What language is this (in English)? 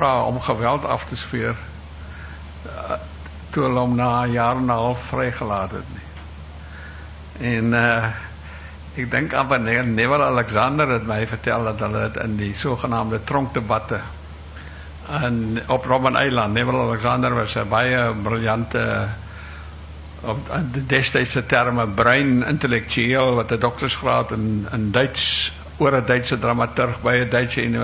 Afrikaans